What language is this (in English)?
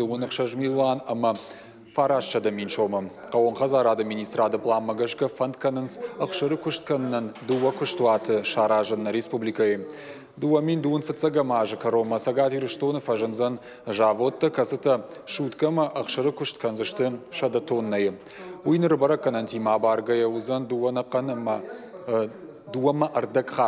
Ossetic